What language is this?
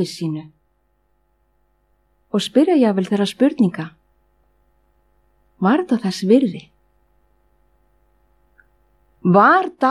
Icelandic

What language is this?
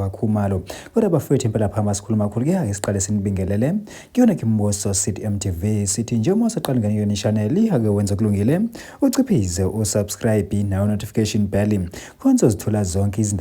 Zulu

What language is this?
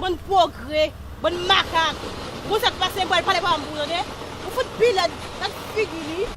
Haitian Creole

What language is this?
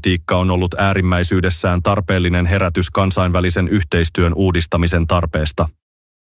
Finnish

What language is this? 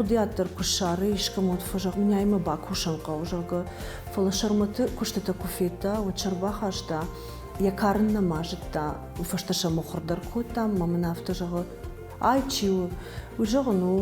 Ossetic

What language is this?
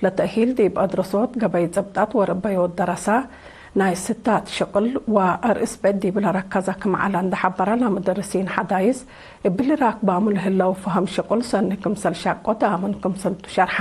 Tigre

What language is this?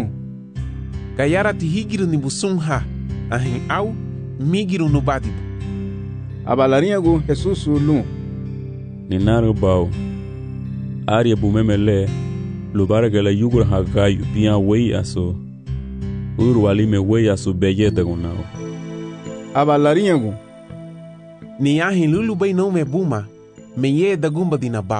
Garifuna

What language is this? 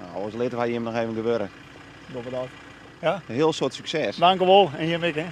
Western Frisian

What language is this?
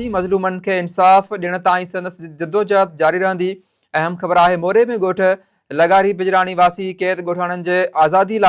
Sindhi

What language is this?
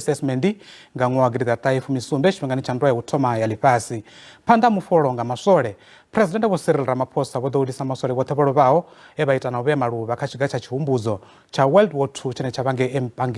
Venda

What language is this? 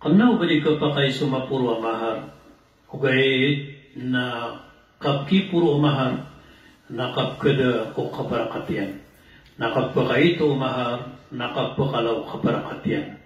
Maranao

